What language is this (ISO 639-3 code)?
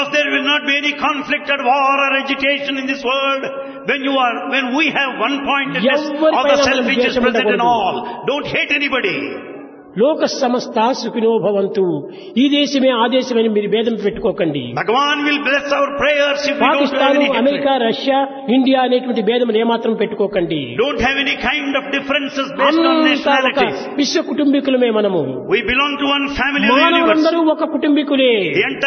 tel